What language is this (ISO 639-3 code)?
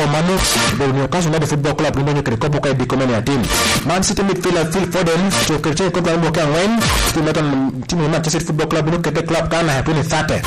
laj